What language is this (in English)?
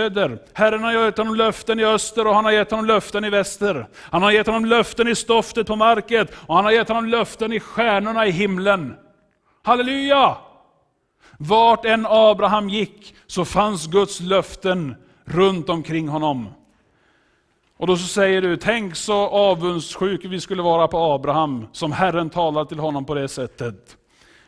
Swedish